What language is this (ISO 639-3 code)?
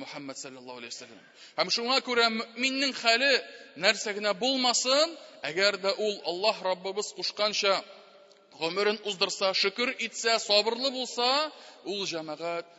tat